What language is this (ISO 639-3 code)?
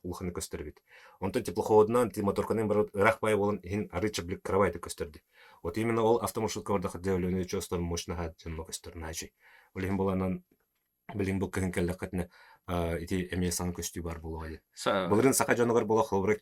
sah